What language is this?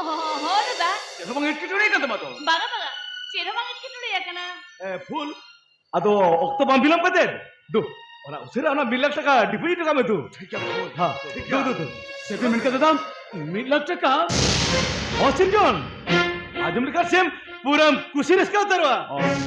Santali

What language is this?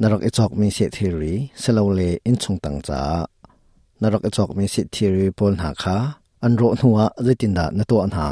Hakha Chin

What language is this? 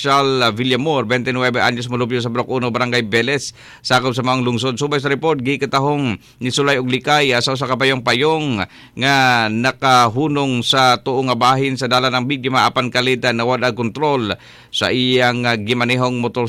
Cebuano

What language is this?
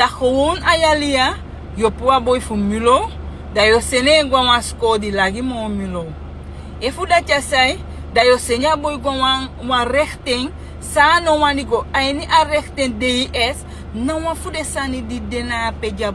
Sranan Tongo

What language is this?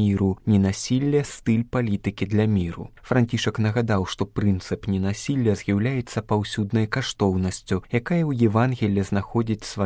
Belarusian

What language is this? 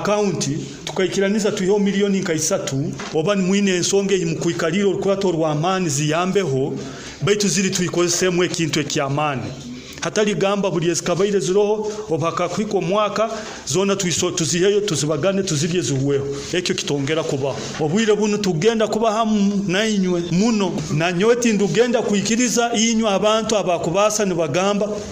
Nyoro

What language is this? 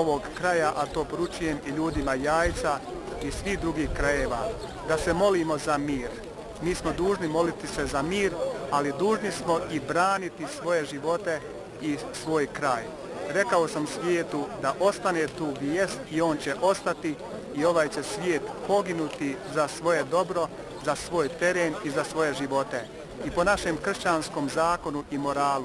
Croatian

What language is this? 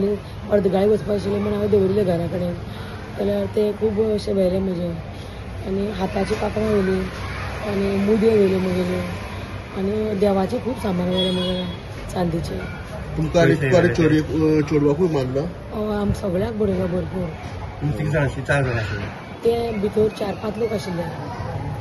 Konkani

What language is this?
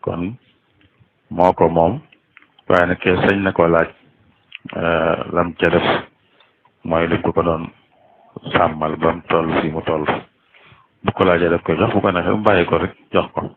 Wolof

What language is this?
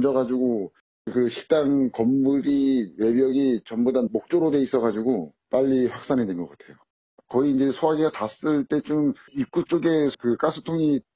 Korean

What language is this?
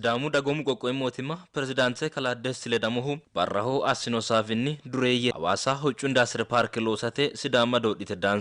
Sidamo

